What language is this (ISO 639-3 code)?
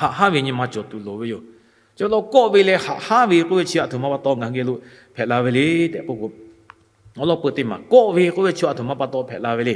lhu